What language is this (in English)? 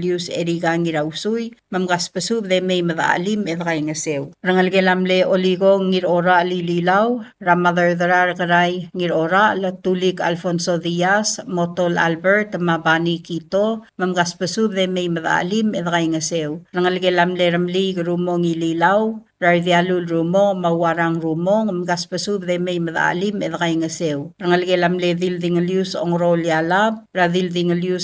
Palauan